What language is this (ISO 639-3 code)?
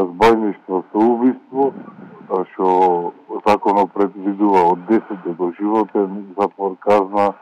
mkd